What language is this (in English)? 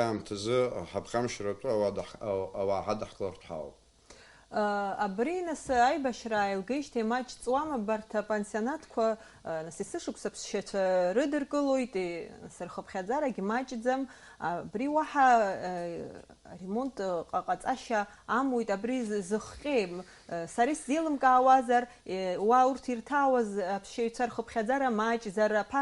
Abkhazian